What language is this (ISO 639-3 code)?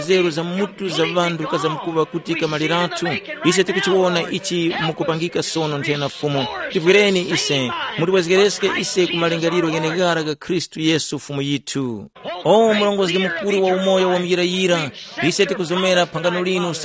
tum